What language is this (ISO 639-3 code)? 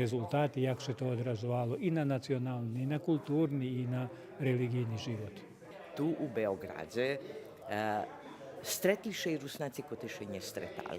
rue